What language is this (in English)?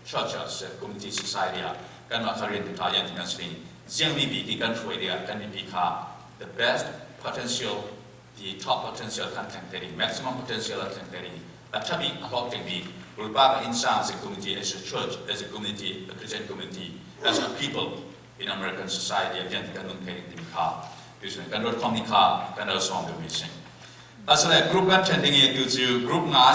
Falam Chin